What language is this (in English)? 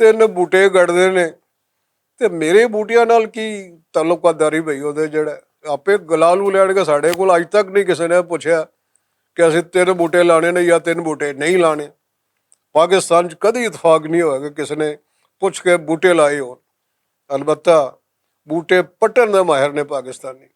Western Panjabi